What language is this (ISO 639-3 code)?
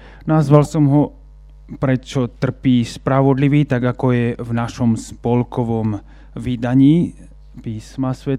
slk